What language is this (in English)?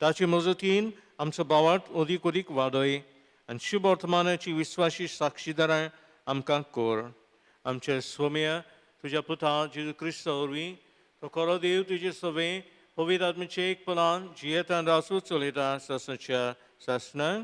Konkani